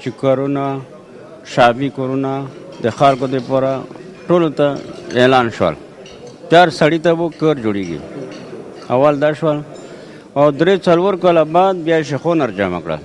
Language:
Pashto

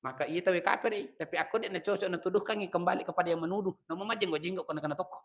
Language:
Buginese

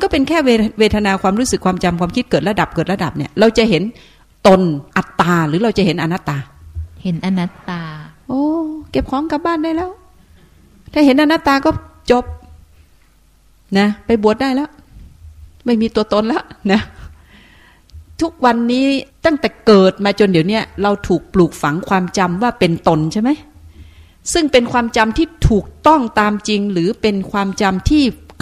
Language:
Thai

